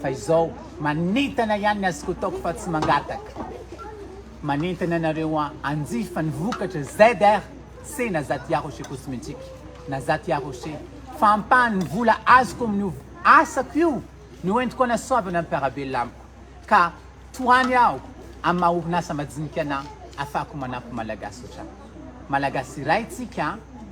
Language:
Malagasy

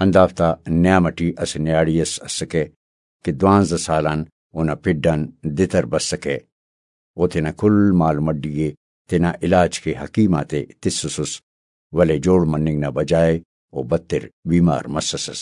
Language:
Brahui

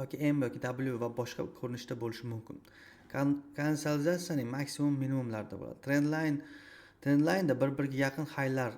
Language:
Uzbek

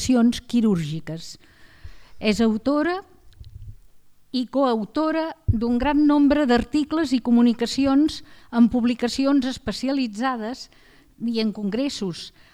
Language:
Catalan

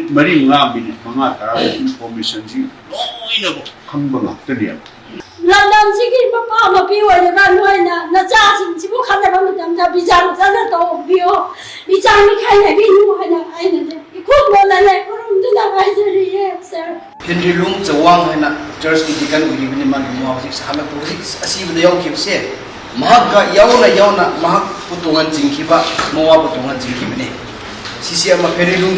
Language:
Manipuri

